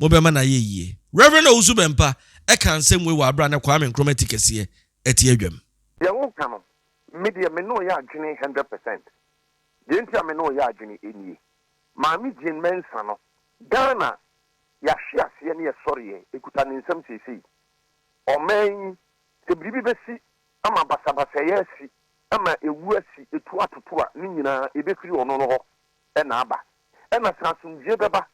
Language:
Akan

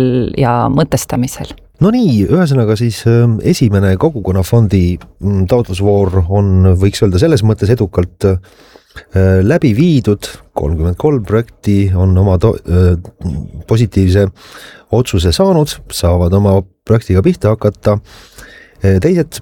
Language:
Estonian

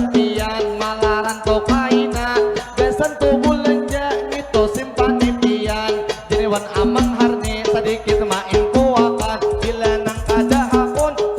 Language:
Banjar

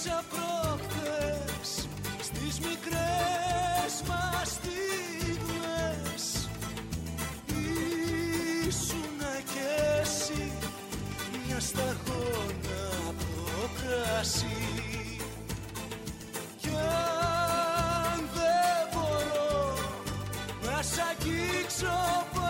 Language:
Greek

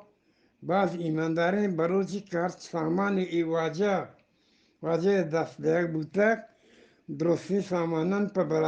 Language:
Eastern Balochi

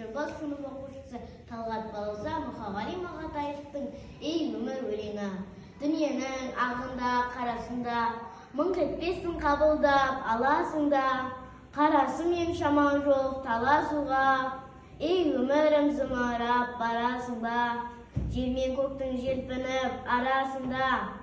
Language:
Kazakh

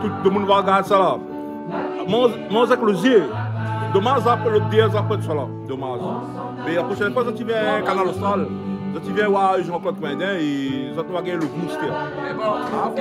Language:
Réunion Creole French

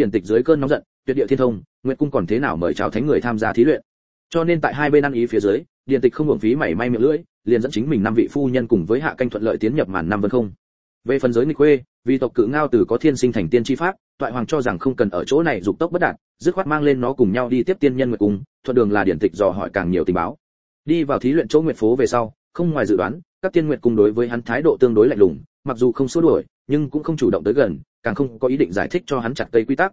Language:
Vietnamese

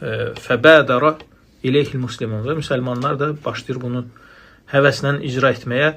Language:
Azerbaijani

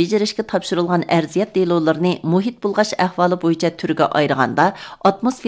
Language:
Uyghur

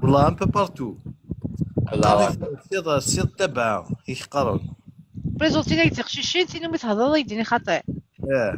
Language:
Kabyle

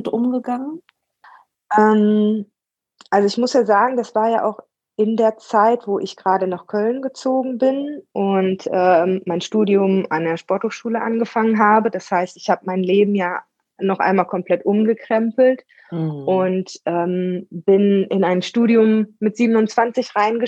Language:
German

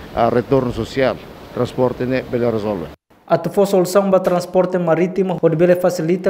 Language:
Tetum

